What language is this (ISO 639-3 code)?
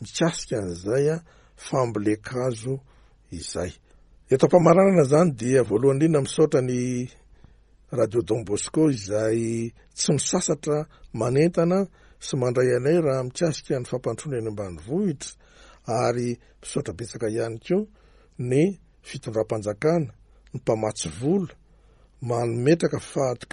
mlg